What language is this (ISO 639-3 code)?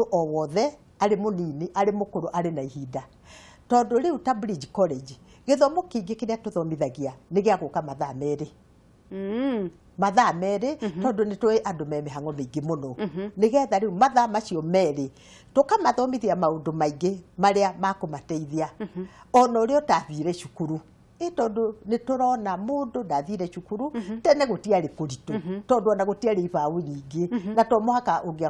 kik